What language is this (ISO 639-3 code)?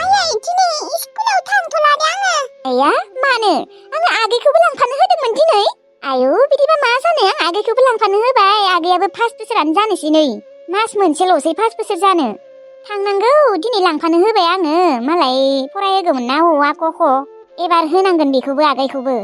brx